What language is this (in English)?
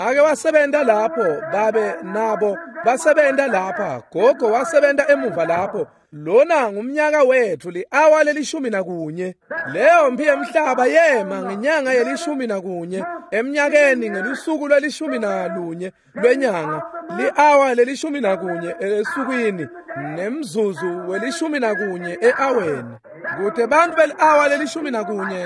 Swati